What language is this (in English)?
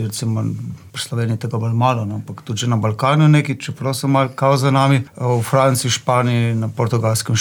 Slovenian